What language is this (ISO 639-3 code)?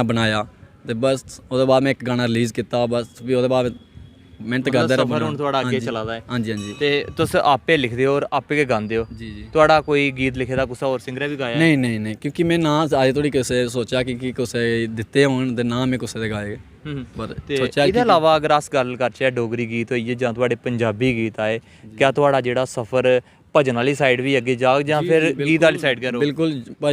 doi